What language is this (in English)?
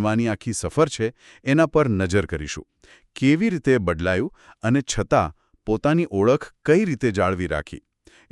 Gujarati